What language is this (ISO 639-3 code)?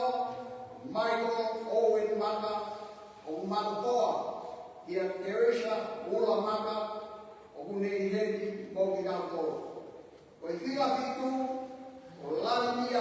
ton